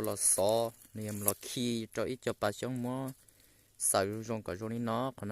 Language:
Hmong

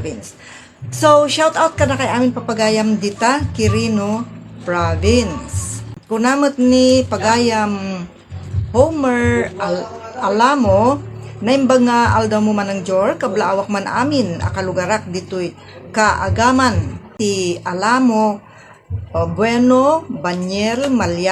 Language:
Iloko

